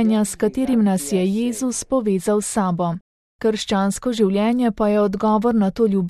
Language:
Slovenian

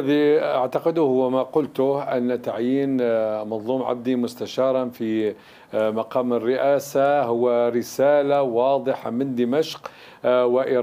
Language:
Arabic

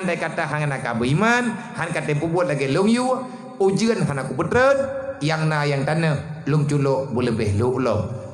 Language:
Achinese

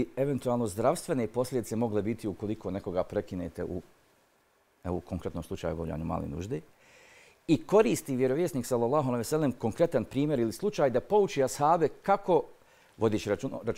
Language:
Bosnian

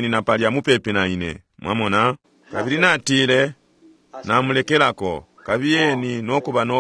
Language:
Bemba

